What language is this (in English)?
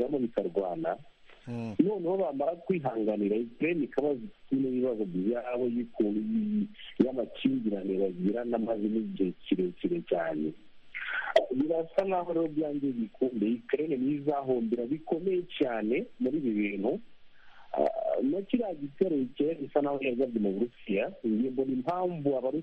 Kinyarwanda